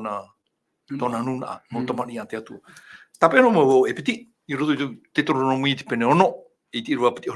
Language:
Tahitian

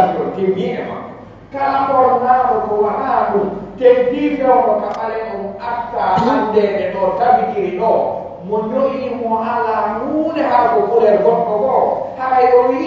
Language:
Pular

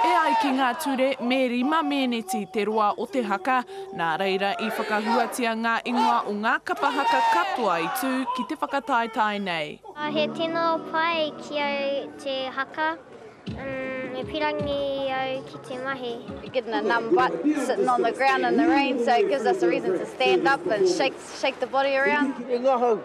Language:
Māori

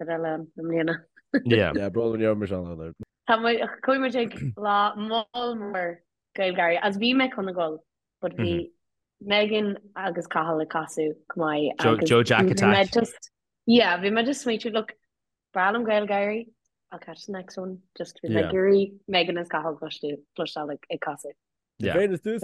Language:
Irish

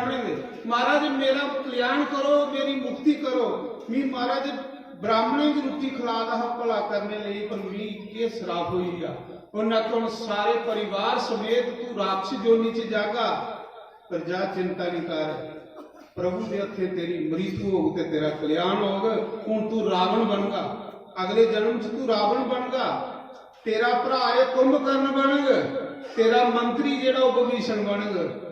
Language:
Dogri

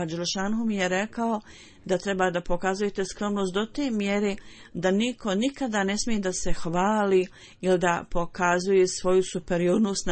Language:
Bosnian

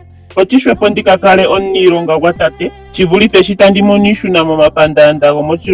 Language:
Ndonga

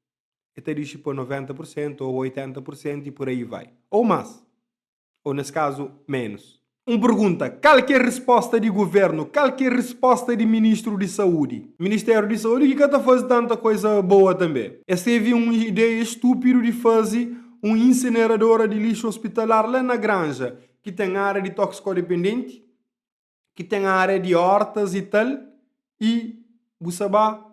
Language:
Kabuverdianu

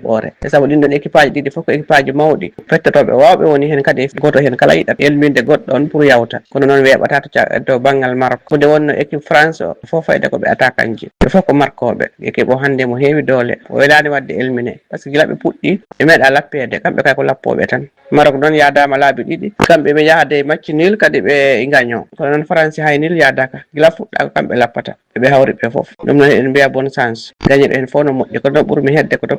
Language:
Fula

